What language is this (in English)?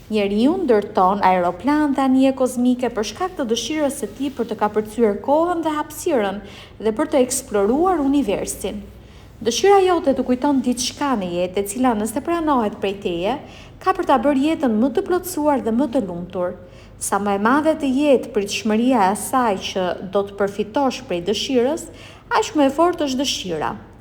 Albanian